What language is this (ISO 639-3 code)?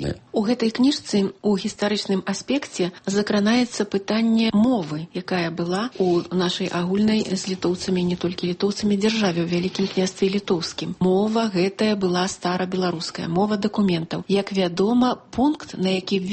bel